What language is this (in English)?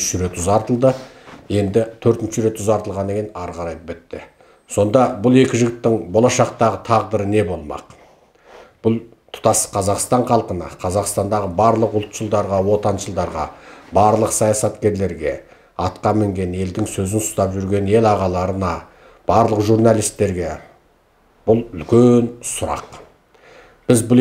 Kazakh